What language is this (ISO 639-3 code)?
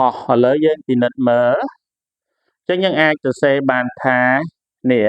khm